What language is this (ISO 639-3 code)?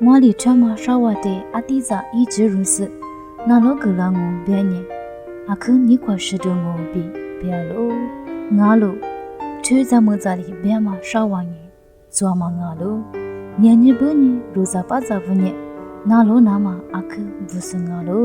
lis